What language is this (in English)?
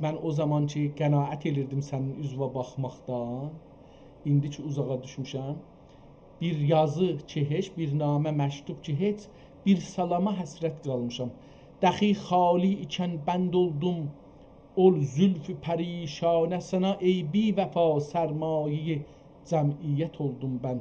South Azerbaijani